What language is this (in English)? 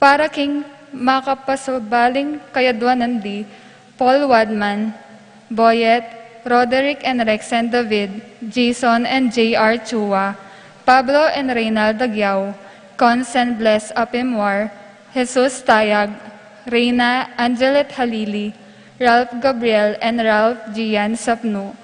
Pampanga